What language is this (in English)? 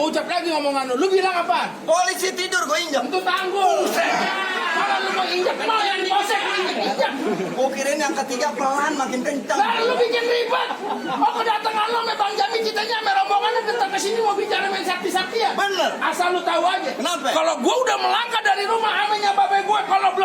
Betawi